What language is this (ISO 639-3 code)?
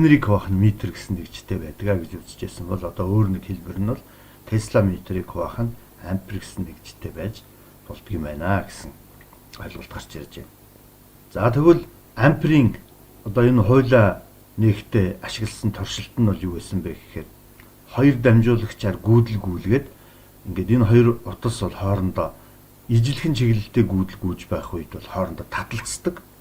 mon